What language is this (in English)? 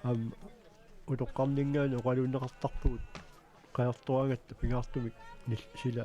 Kalaallisut